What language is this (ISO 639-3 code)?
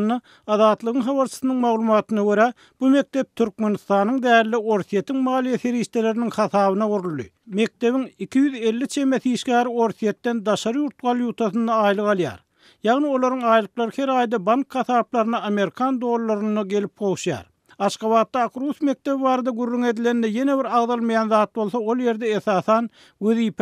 tuk